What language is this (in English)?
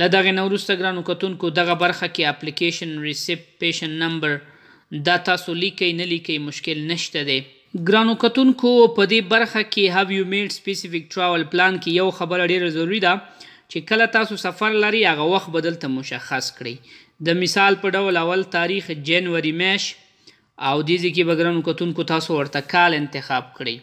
Pashto